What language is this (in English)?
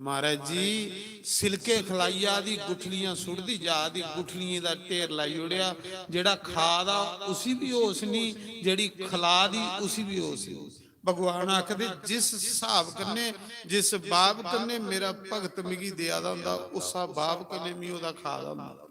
Dogri